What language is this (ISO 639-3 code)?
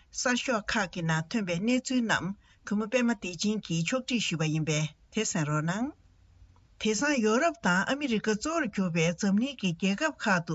bod